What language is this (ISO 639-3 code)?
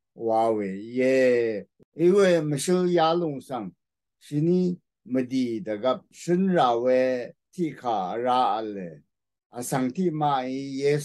raw